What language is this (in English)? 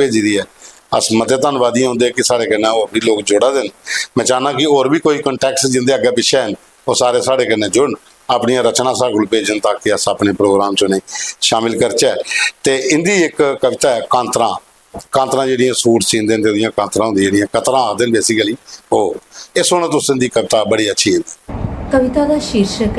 Dogri